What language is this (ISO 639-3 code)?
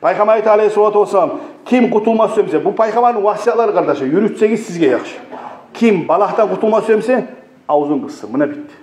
kum